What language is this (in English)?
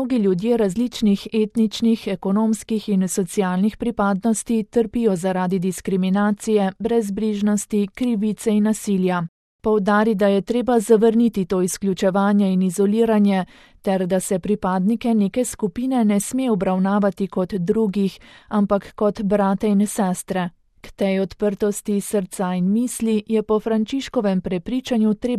Slovenian